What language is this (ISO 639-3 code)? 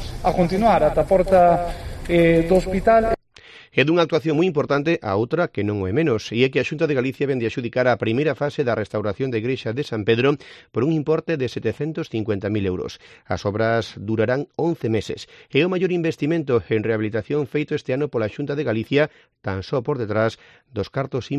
glg